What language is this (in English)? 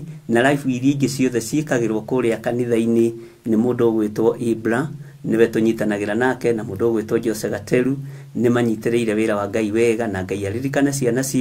Kikuyu